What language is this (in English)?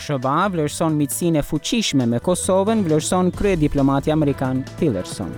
Albanian